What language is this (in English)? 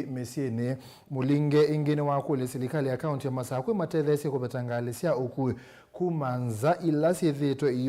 Kamba